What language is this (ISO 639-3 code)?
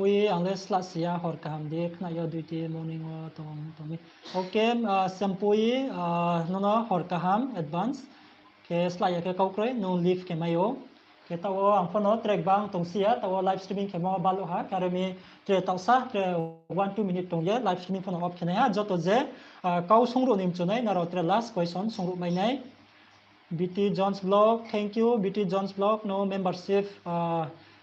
ria